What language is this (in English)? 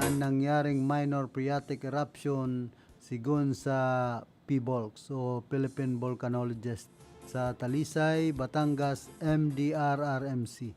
Bikol